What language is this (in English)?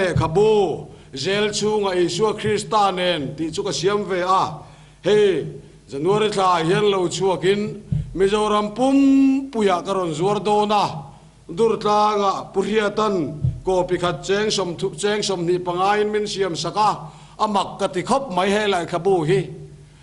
Mizo